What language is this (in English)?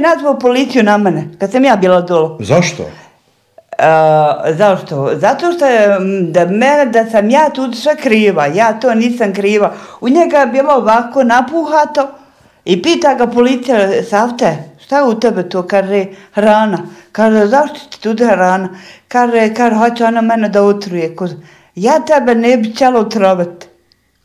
Bosnian